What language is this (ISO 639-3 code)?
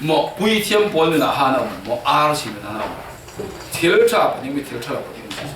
cfm